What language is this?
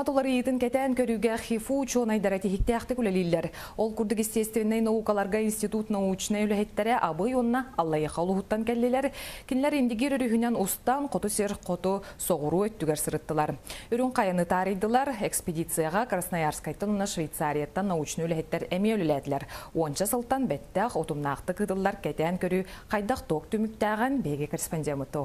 Yakut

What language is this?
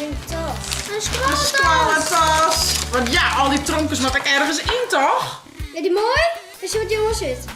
Western Frisian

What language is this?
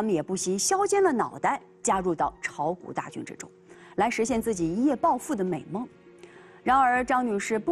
Chinese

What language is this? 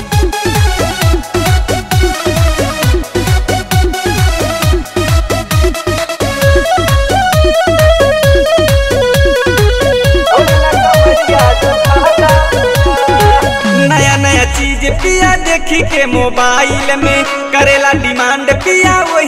Bhojpuri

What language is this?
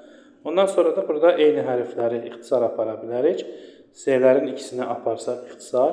Azerbaijani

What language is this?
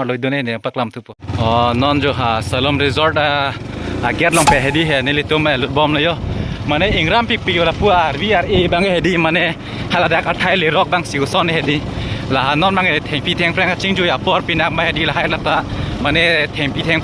Karbi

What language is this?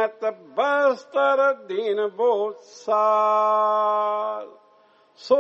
Punjabi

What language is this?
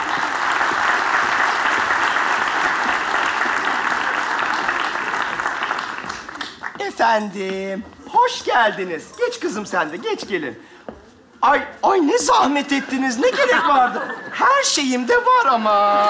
Turkish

